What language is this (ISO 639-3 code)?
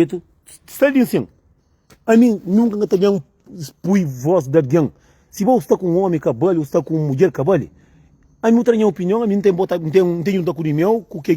kea